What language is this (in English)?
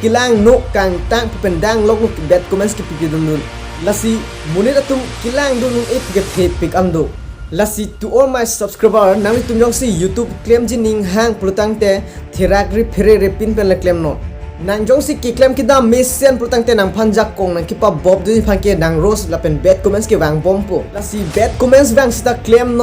Karbi